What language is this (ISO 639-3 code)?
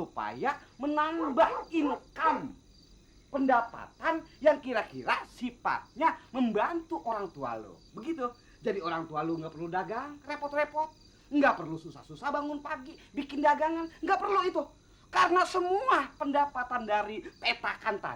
bew